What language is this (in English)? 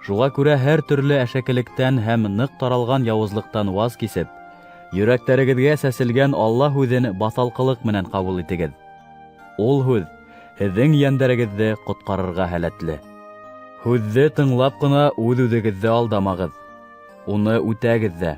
Bashkir